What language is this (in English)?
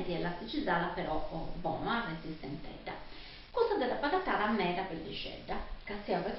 Sardinian